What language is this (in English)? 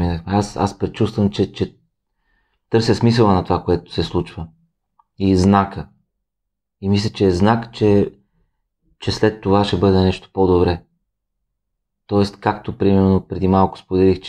Bulgarian